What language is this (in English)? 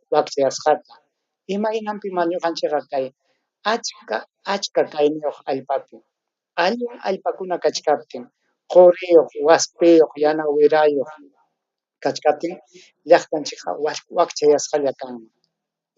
Ayacucho Quechua